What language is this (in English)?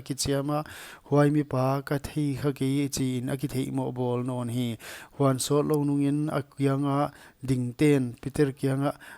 Paite Chin